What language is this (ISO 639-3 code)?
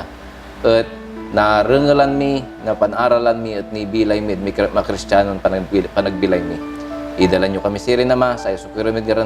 pag